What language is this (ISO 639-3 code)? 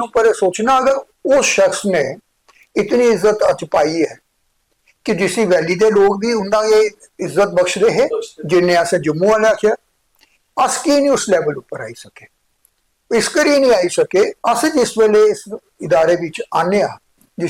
doi